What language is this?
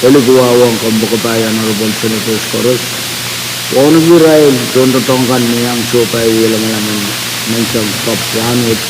Pohnpeian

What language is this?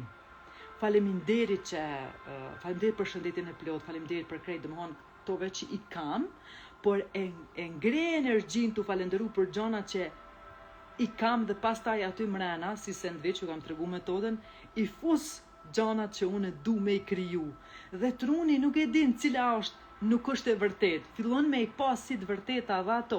Albanian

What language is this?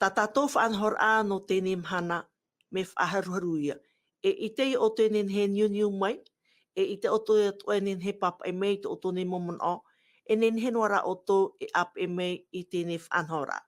Tahitian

